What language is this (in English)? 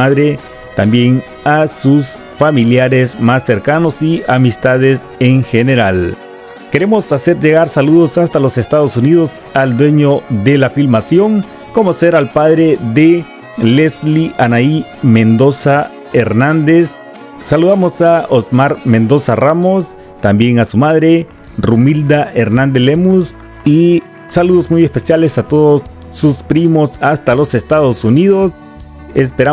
Spanish